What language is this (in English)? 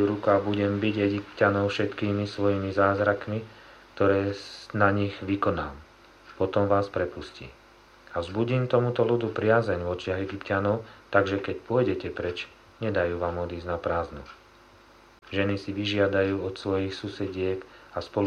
Slovak